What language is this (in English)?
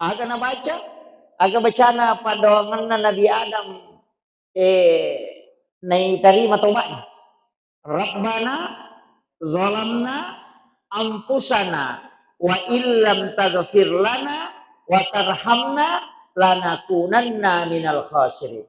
Buginese